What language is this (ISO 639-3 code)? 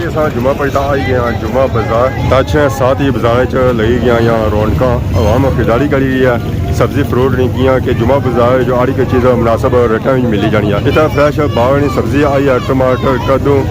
phr